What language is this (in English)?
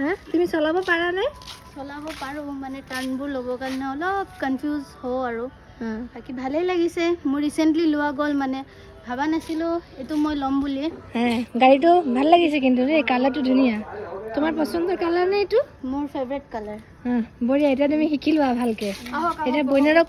Assamese